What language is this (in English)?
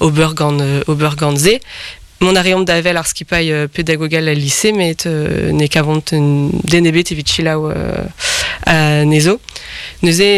Breton